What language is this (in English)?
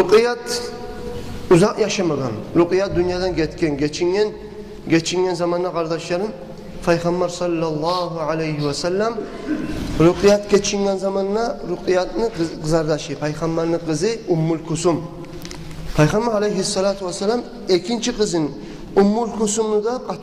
Kumyk